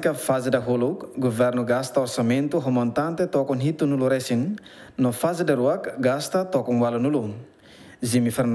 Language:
Tetum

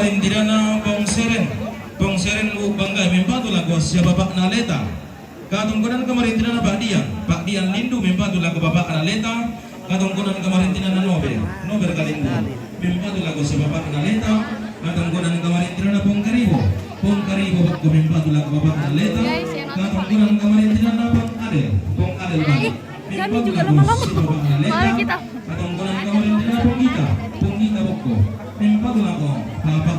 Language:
Toraja-Sa'dan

